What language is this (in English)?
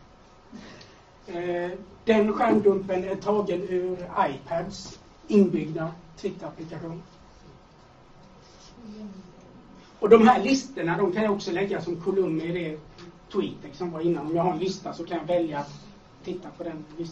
Swedish